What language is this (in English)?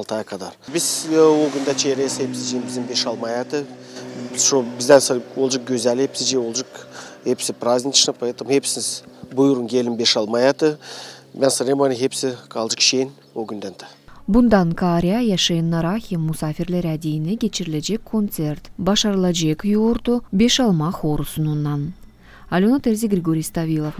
Gagauz